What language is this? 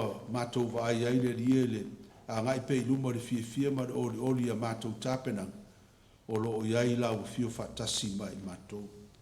Samoan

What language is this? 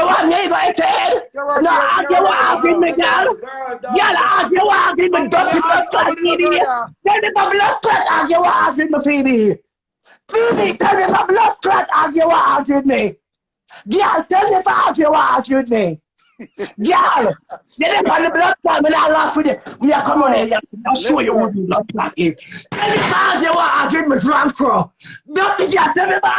Jamaican Creole English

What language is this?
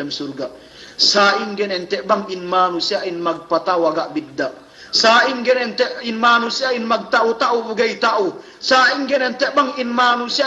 Yakan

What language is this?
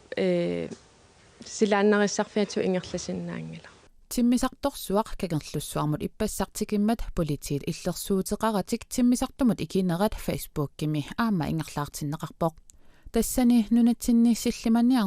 Kalaallisut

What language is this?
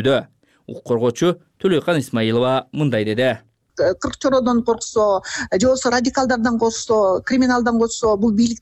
Kyrgyz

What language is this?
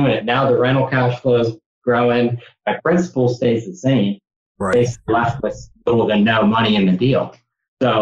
English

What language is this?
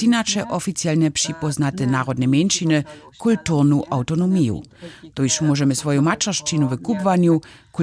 Upper Sorbian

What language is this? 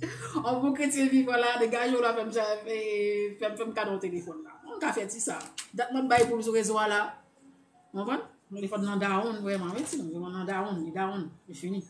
Haitian Creole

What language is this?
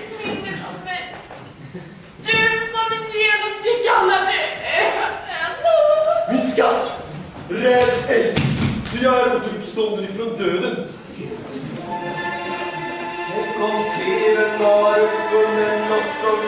Swedish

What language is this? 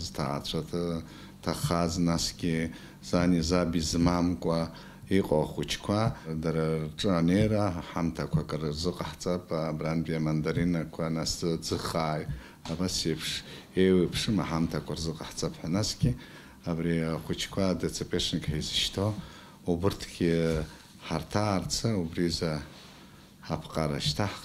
Abkhazian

